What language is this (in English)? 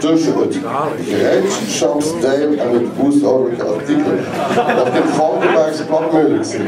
Limburgish